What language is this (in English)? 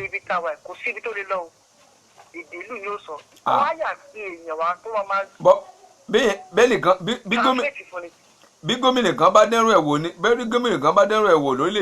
Yoruba